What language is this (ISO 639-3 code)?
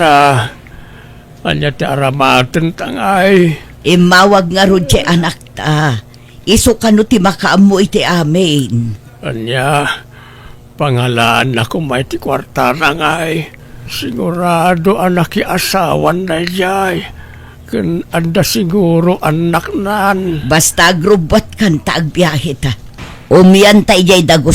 ilo